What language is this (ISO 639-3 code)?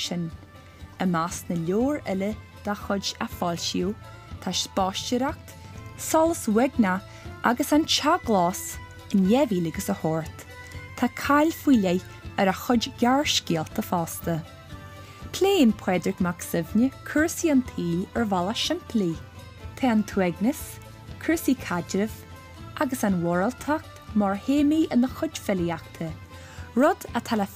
gle